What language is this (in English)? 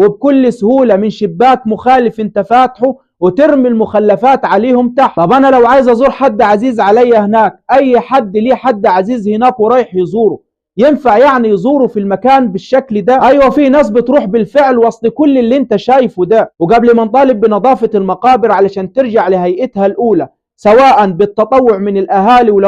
Egyptian Arabic